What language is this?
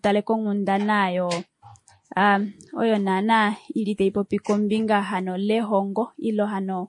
Kuanyama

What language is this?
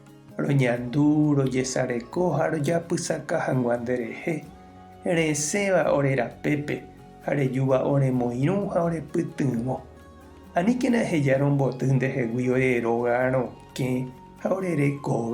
Guarani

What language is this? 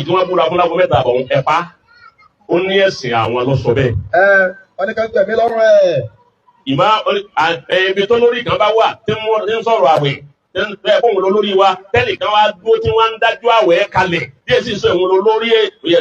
Yoruba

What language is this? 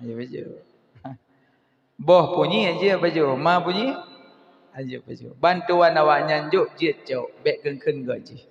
Achinese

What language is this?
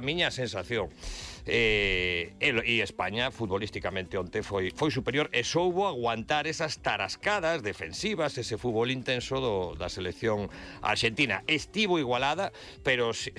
Galician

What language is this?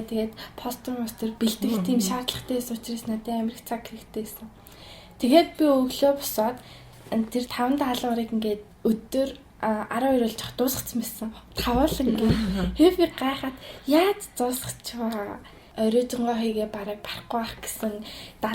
Mongolian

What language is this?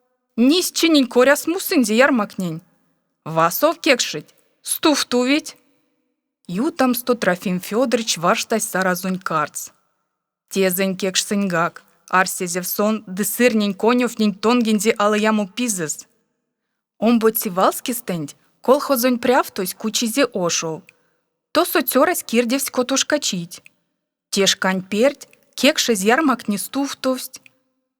Erzya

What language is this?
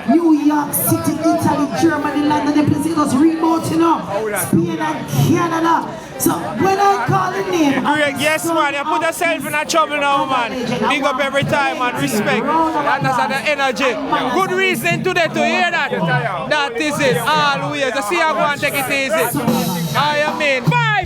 Jamaican Creole English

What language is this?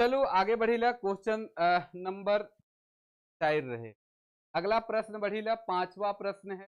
Sadri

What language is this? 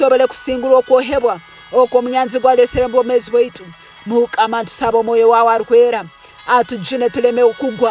Tooro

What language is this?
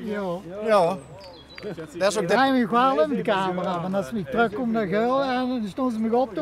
Limburgish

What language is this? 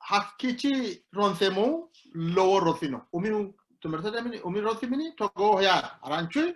Sidamo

